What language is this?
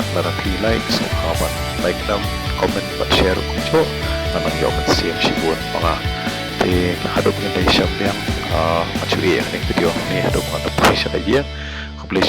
Khasi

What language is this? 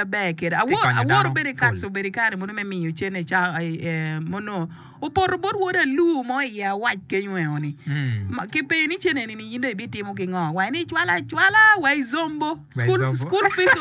Acoli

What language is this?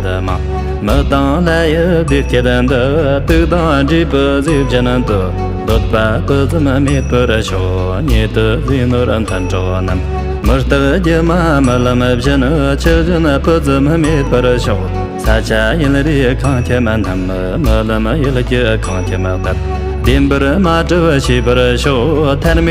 Tibetan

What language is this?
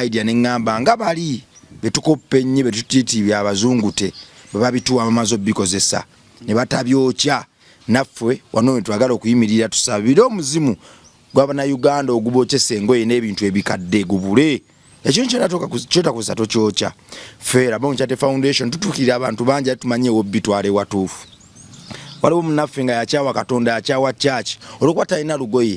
Ganda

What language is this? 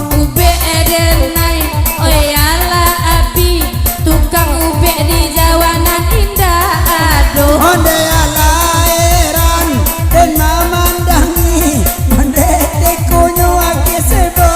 Minangkabau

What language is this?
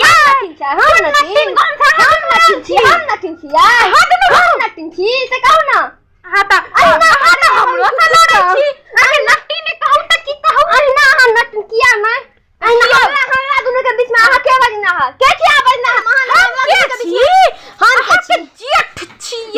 Maithili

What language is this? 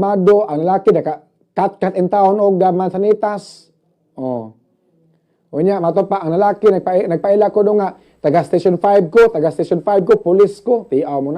Cebuano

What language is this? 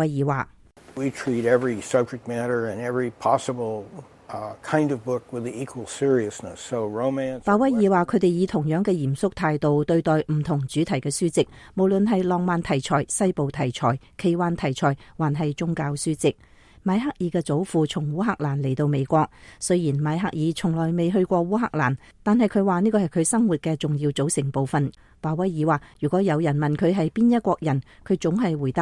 Cantonese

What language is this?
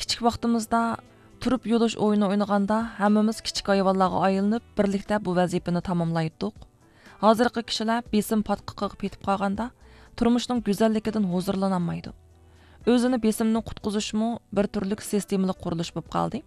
Uyghur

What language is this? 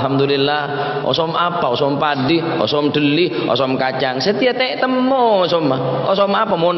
Madurese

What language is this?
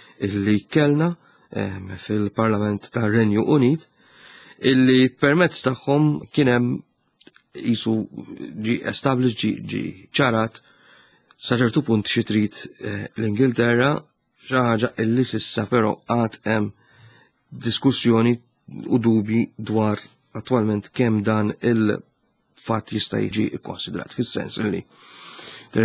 Maltese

